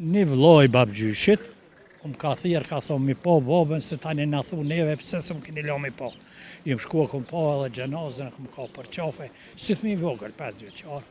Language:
Albanian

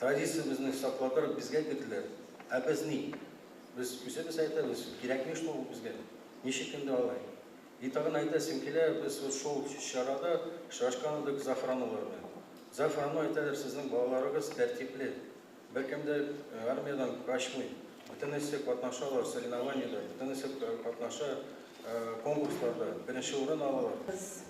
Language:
Tatar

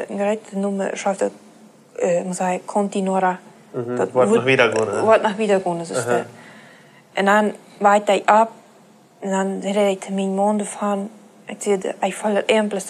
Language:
Plautdietsch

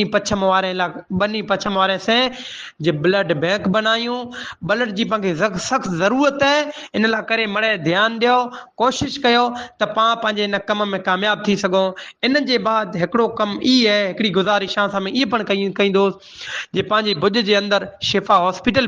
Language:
Sindhi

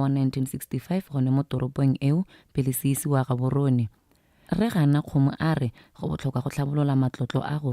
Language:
Tswana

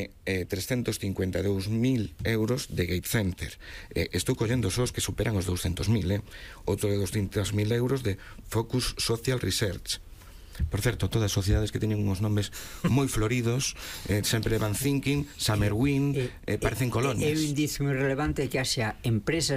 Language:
Galician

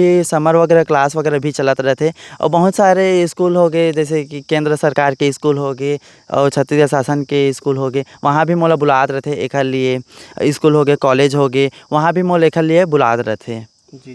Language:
Chhattisgarhi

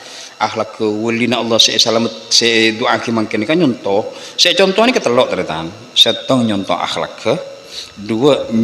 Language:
Madurese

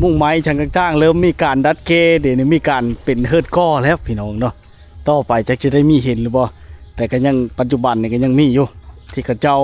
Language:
Lao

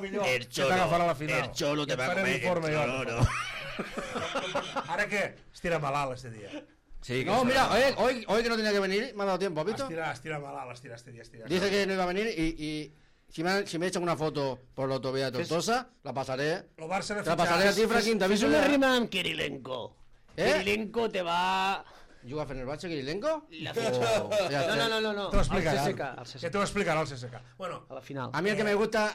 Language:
Catalan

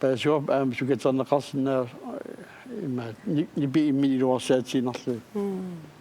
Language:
Kalaallisut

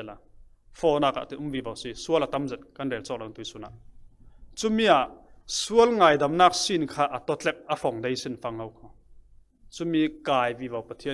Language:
Falam Chin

